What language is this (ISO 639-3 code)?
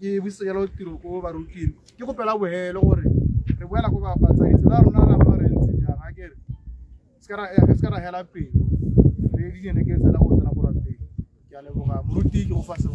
tsn